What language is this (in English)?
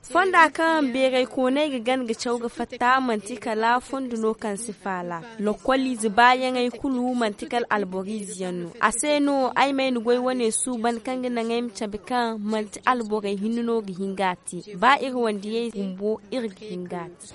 Zarma